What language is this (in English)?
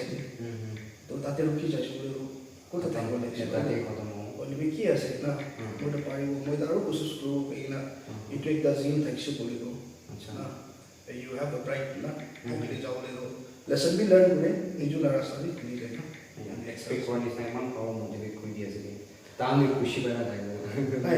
Naga Pidgin